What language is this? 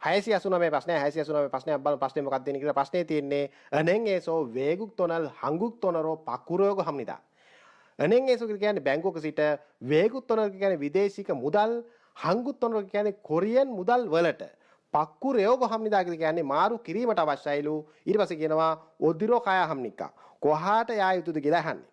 Sinhala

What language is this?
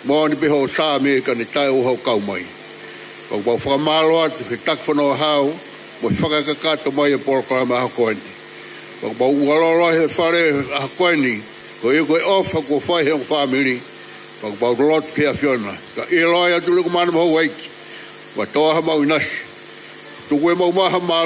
Tongan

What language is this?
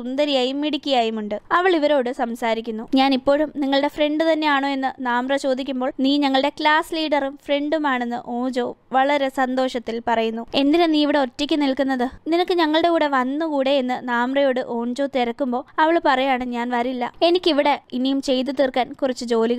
Malayalam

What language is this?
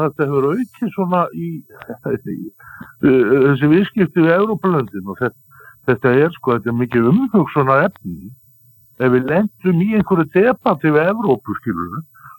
Icelandic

